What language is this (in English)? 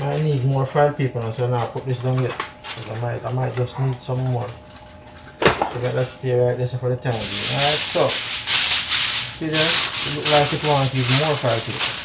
Jamaican Creole English